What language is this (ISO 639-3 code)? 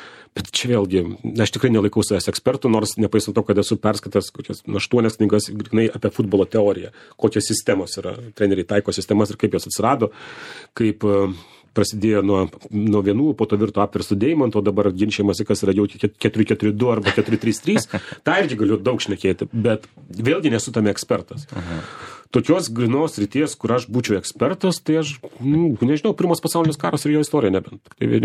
lit